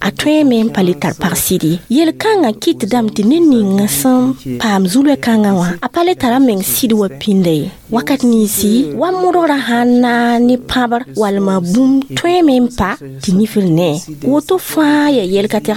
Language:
Mossi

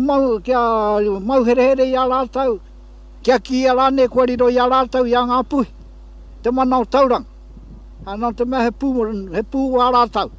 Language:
Māori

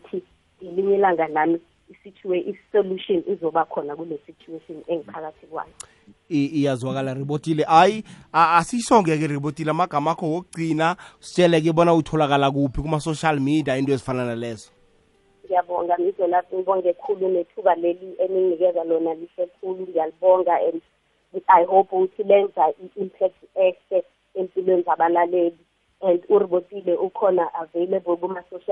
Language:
South Ndebele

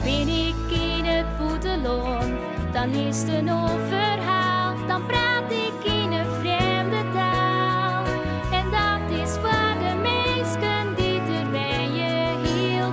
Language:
Western Frisian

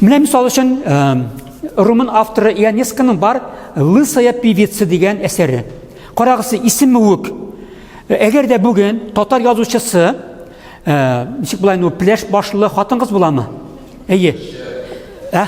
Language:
Tatar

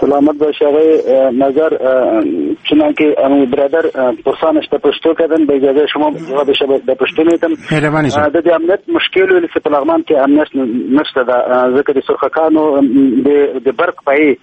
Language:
Persian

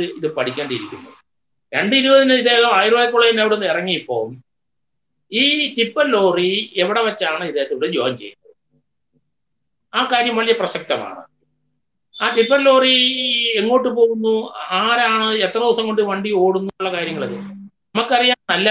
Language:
Malayalam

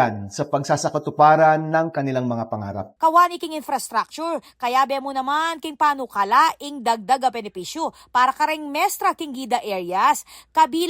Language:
Pampanga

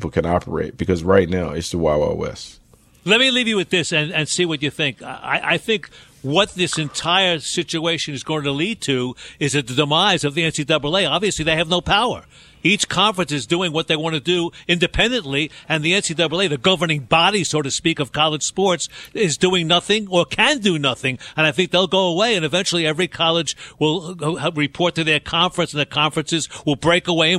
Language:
English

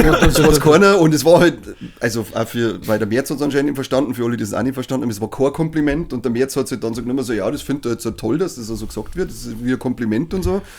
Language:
Bavarian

